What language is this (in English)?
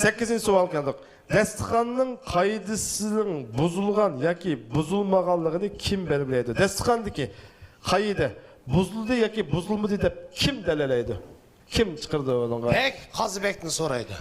Uyghur